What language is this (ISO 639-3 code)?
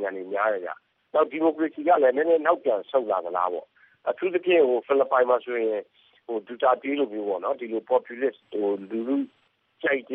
mya